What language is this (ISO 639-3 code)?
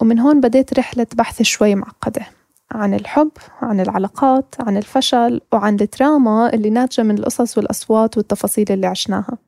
apc